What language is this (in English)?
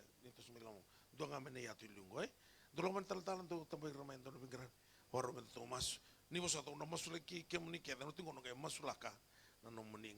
Fijian